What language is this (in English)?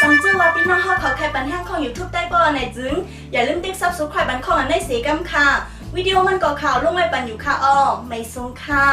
Shan